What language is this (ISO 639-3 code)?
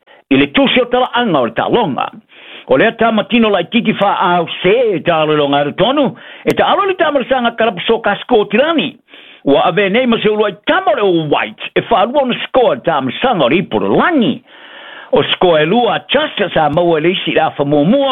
smo